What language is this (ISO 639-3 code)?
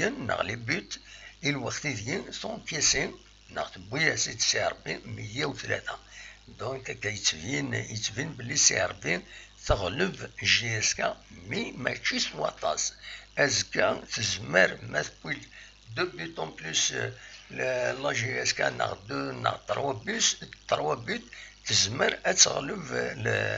kab